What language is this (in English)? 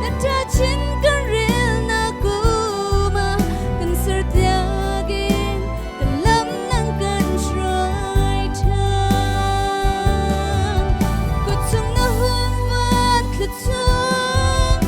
Hakha Chin